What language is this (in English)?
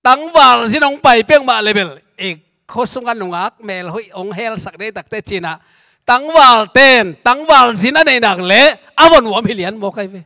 Tedim Chin